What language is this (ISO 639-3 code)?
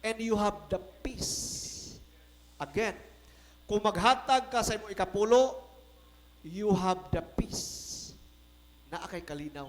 ceb